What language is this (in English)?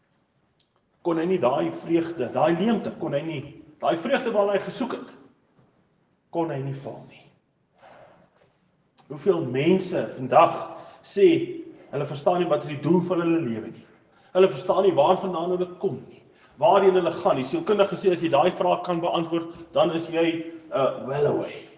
Afrikaans